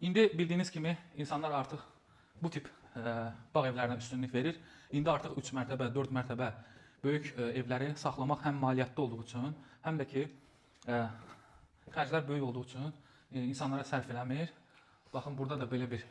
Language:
Azerbaijani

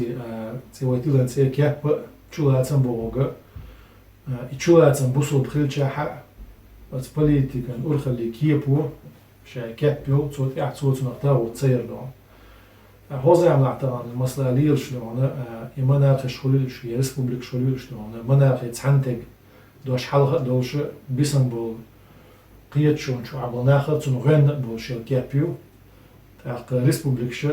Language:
Chechen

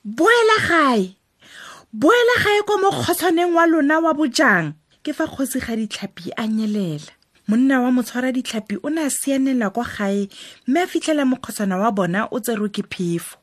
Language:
Tswana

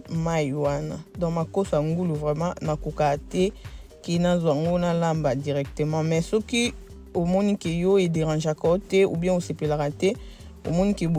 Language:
Lingala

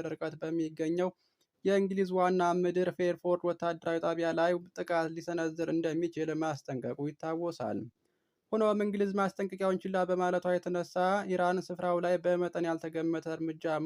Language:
Amharic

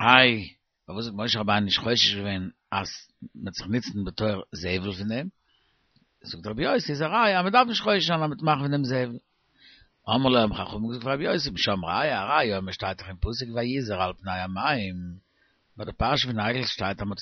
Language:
Yiddish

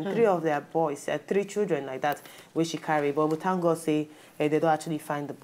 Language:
Nigerian Pidgin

